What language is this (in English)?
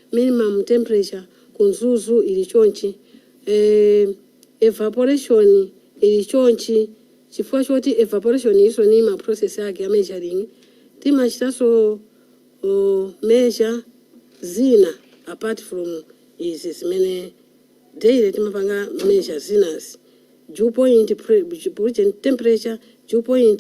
Nyanja